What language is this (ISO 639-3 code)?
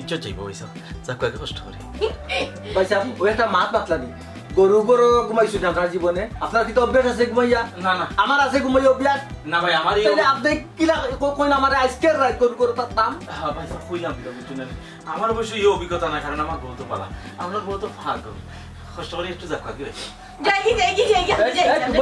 syl